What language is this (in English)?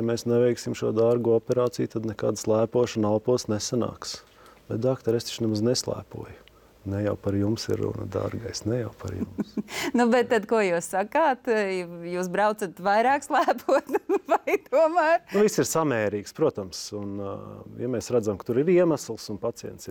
Latvian